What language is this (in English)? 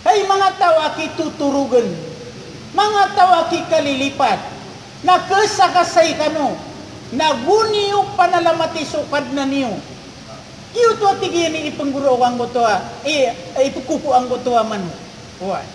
Maranao